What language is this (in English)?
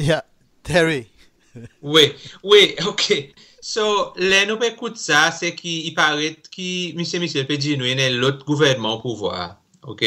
Seselwa Creole French